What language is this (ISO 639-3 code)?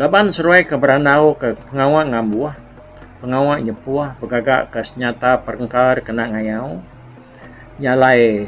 iba